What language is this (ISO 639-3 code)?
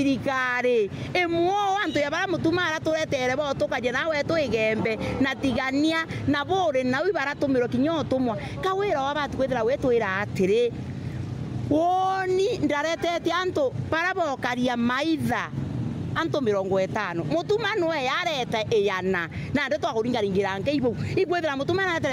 mer